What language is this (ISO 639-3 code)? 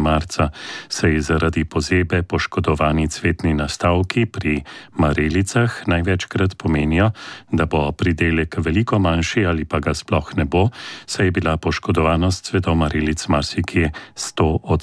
slv